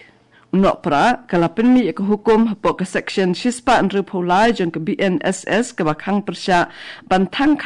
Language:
Khasi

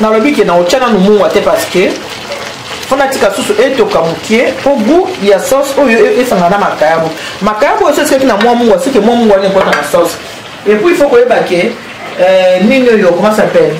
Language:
Lingala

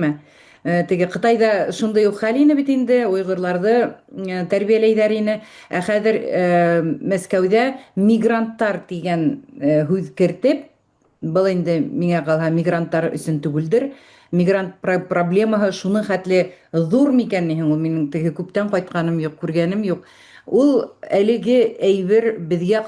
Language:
Bashkir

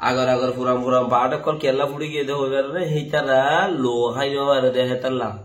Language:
Rohingya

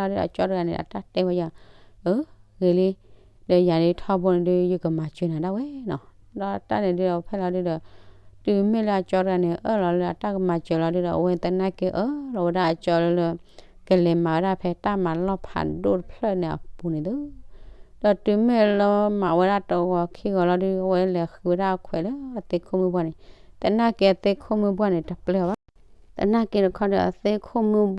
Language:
S'gaw Karen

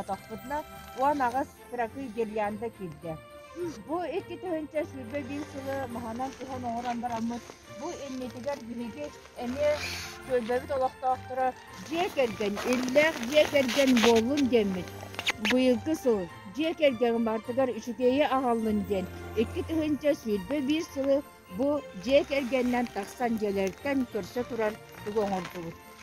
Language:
Yakut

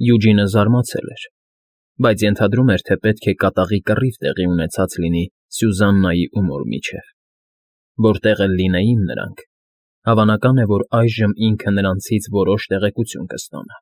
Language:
Armenian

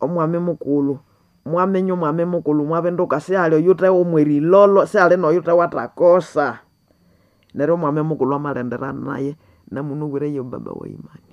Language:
Nande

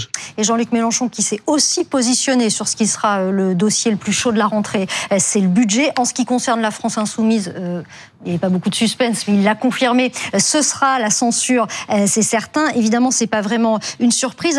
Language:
French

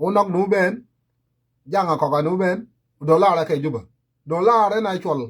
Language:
Nuer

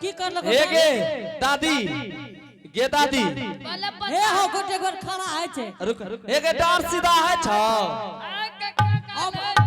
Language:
Angika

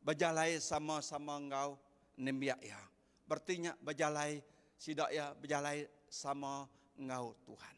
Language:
Iban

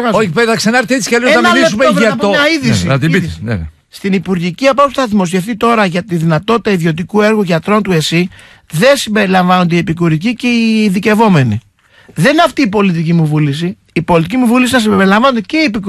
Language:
Greek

